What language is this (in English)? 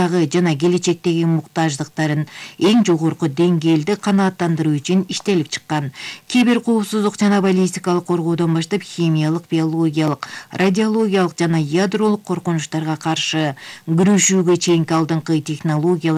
Kyrgyz